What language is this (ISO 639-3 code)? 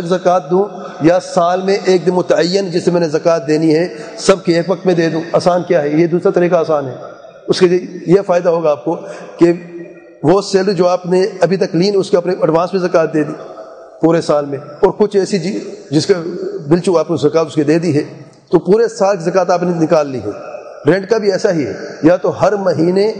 urd